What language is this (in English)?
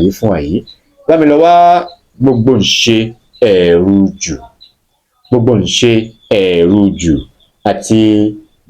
Yoruba